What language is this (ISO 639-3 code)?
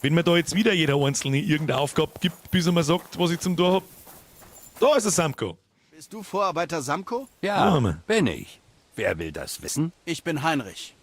bar